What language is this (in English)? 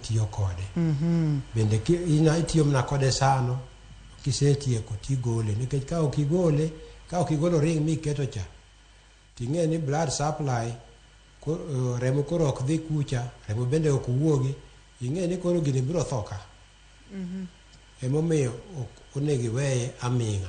Luo (Kenya and Tanzania)